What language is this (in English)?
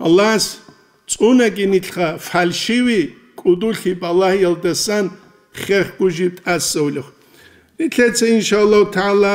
Avaric